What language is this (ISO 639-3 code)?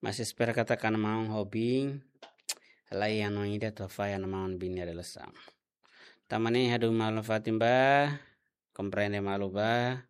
tet